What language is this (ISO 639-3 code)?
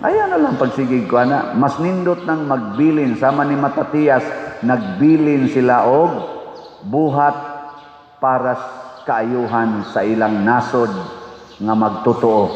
ceb